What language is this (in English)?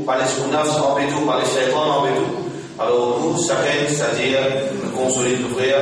Morisyen